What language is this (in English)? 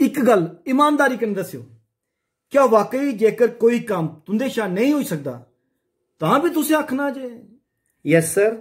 Dogri